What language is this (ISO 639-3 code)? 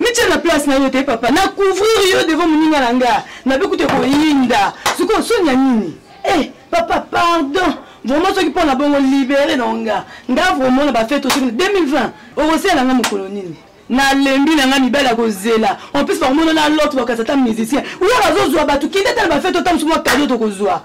lin